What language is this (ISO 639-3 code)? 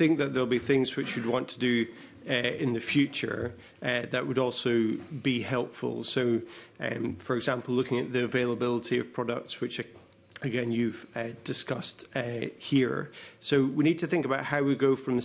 eng